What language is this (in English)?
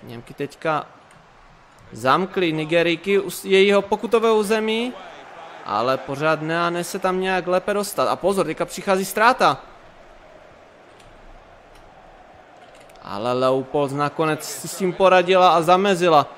Czech